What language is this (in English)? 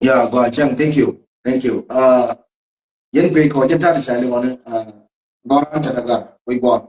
Nuer